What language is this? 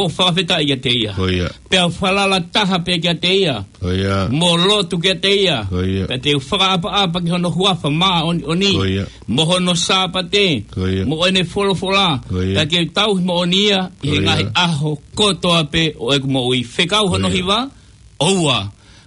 Tongan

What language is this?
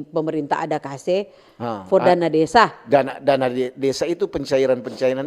Manado Malay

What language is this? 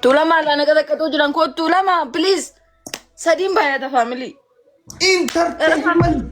Oromo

